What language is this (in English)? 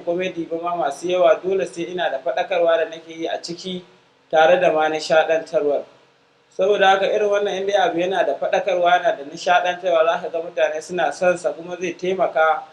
Hausa